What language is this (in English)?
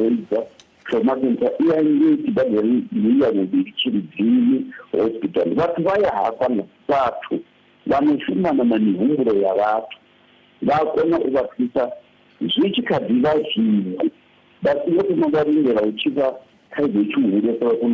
Venda